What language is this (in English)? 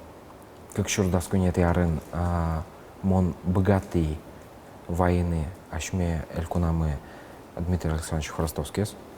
Udmurt